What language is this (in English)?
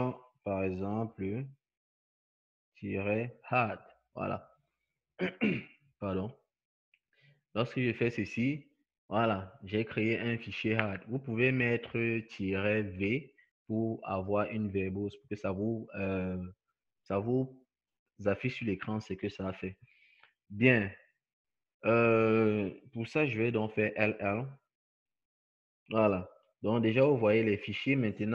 French